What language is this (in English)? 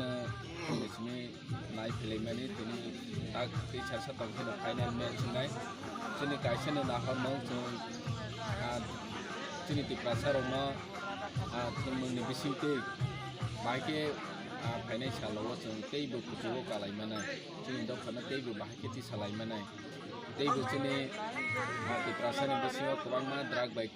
Kok Borok